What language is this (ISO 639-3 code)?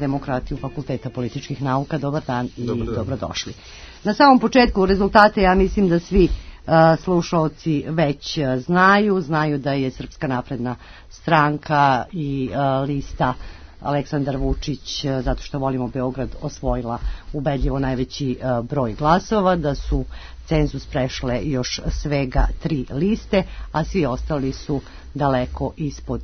srp